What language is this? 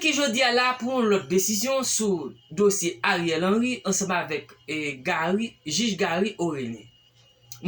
Haitian Creole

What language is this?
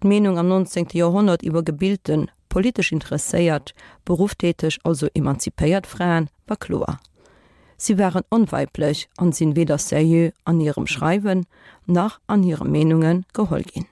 Luxembourgish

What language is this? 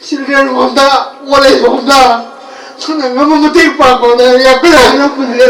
Manipuri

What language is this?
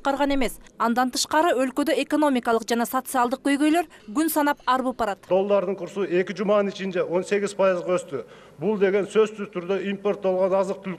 Kyrgyz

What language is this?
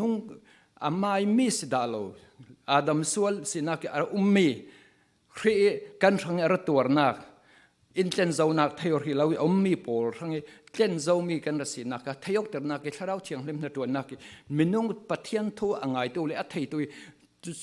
Falam Chin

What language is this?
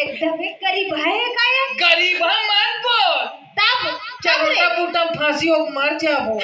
Chhattisgarhi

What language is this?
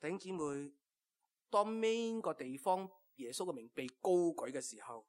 Cantonese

